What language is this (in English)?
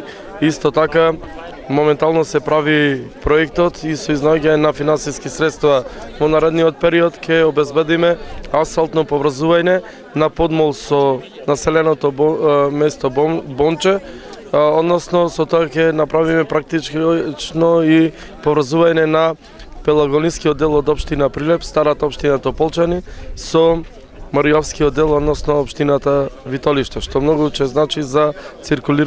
Macedonian